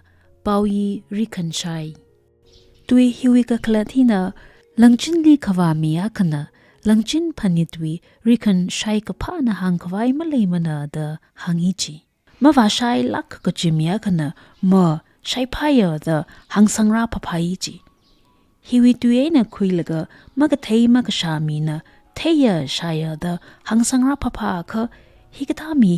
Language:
Tangkhul Naga (India)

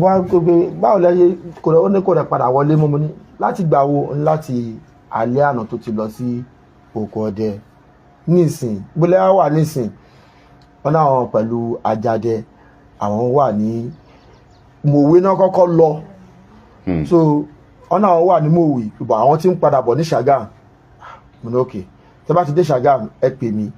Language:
Yoruba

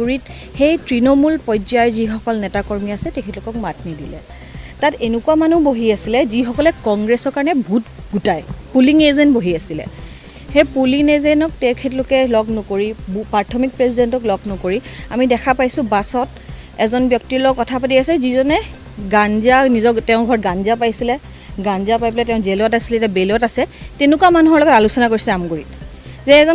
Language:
Assamese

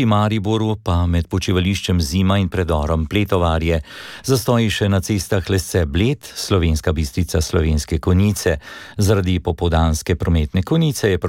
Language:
Slovenian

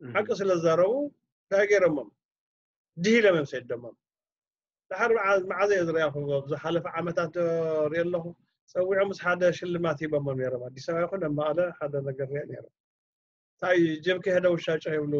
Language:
Tigrinya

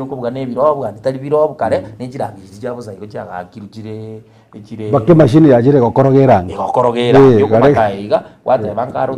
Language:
Gusii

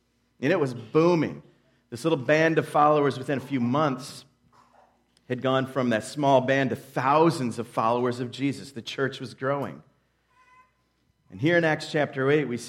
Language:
English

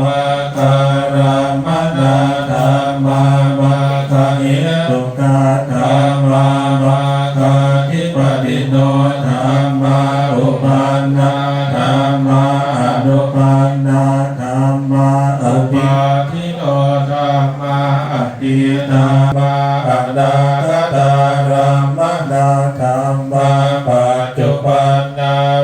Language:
Pali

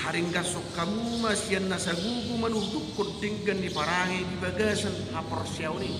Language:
Batak Toba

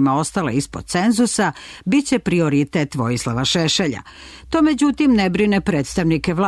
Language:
Serbian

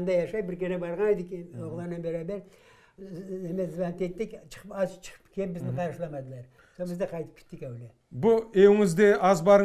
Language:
Crimean Tatar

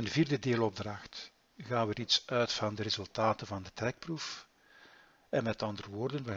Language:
Dutch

